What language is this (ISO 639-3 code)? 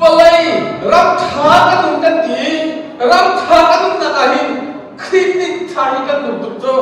cnh